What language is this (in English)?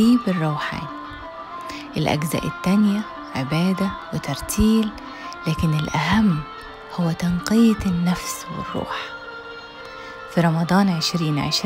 Egyptian Arabic